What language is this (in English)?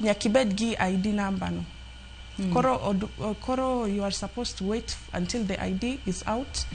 Luo (Kenya and Tanzania)